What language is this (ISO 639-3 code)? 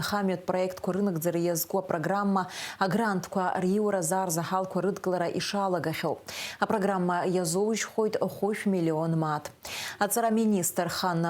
abk